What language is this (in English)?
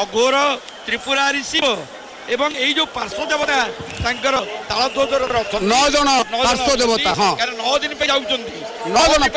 Odia